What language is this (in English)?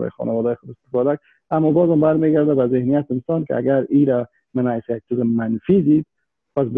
Persian